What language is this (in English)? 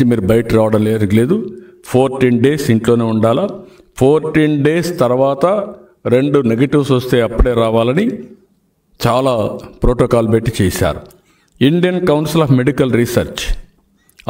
Telugu